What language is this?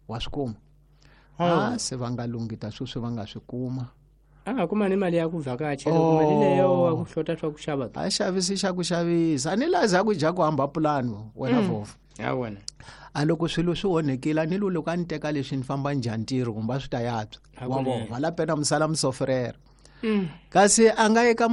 Tsonga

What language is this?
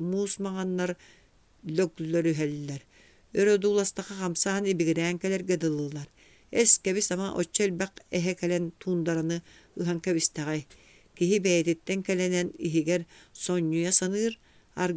Yakut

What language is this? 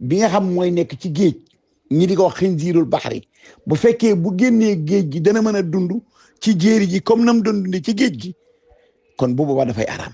Wolof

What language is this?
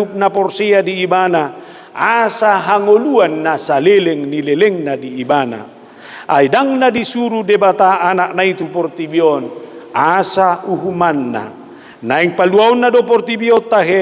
Batak Toba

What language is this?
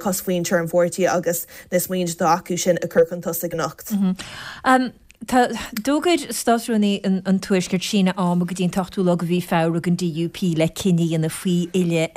Irish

